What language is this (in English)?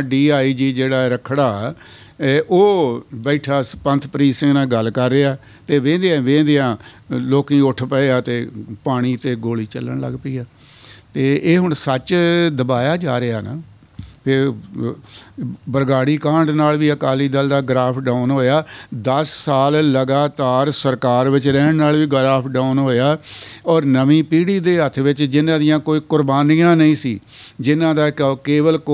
Punjabi